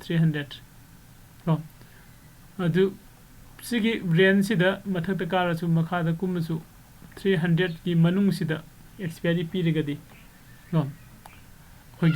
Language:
Manipuri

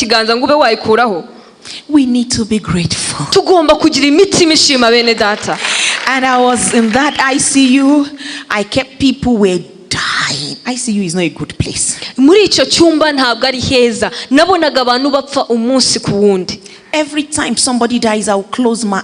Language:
Kinyarwanda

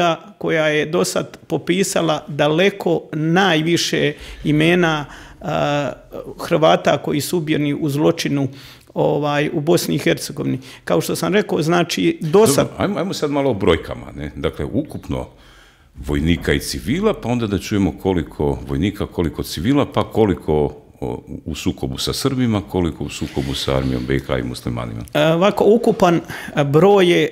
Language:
Croatian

